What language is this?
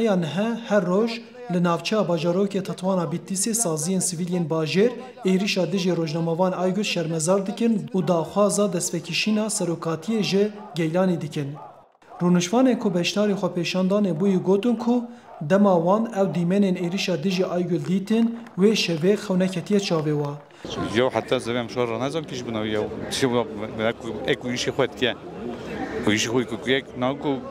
Kurdish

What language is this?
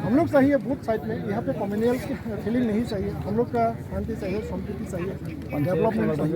Kok Borok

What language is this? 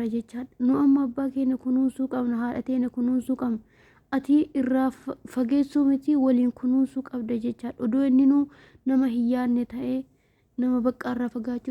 Oromo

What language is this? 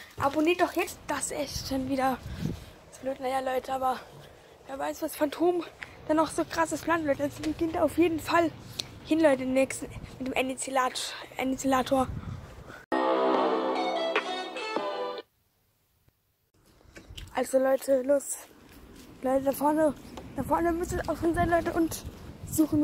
German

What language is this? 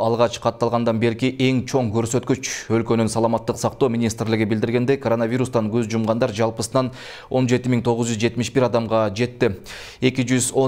Kyrgyz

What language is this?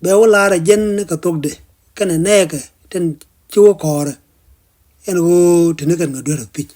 Nuer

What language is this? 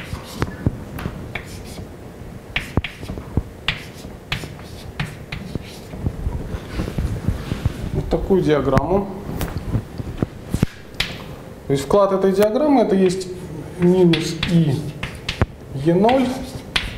Russian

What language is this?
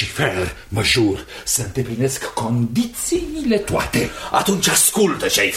Romanian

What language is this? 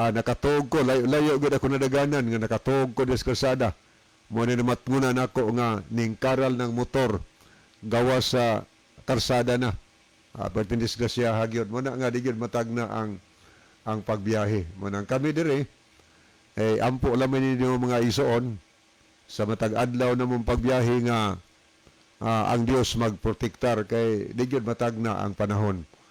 Cebuano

